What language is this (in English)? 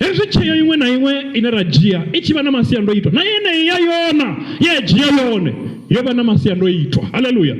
Venda